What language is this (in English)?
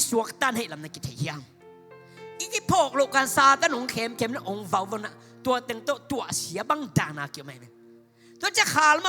Tedim Chin